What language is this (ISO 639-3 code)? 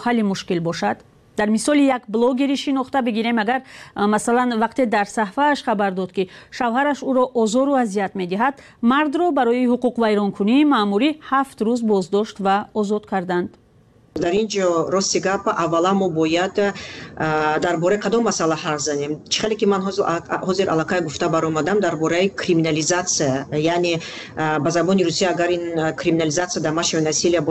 tgk